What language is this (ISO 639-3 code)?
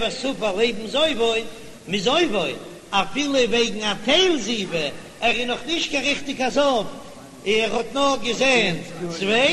yid